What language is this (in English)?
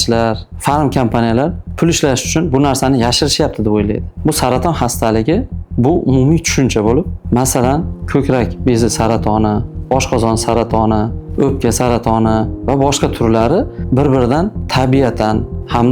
Uzbek